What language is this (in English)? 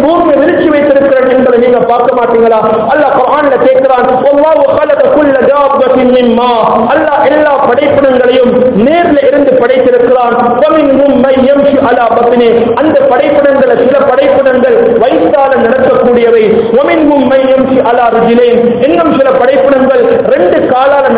Tamil